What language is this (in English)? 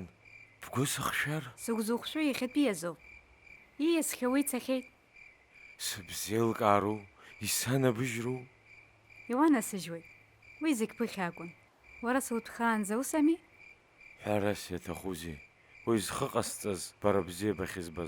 Abkhazian